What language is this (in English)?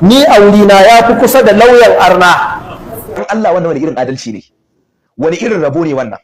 Hausa